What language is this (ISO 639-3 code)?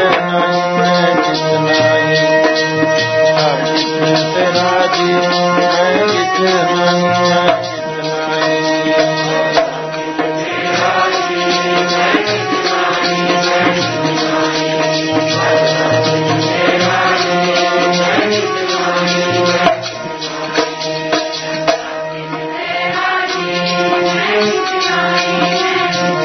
pan